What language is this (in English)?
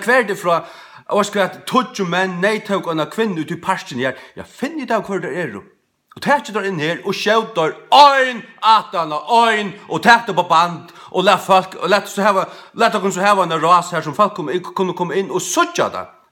Faroese